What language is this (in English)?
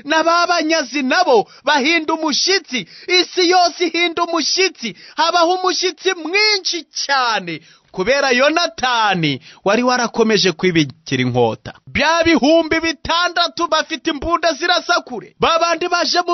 Kinyarwanda